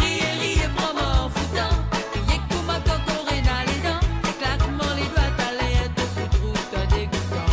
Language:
Morisyen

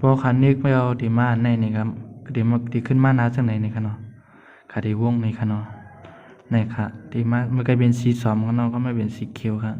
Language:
Shan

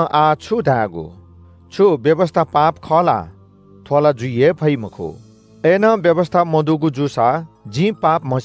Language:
Newari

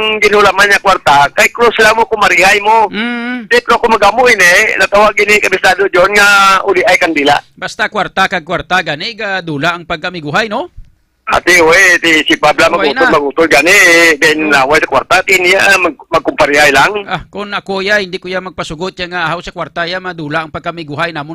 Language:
Hiligaynon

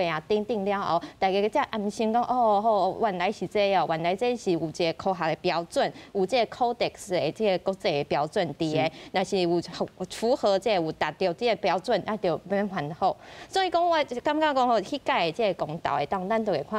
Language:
Min Nan Chinese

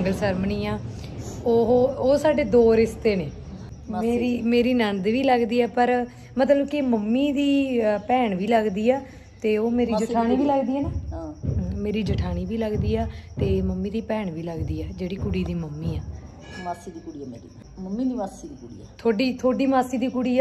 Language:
Punjabi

